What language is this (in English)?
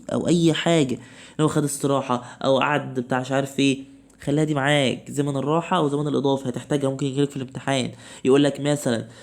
Egyptian Arabic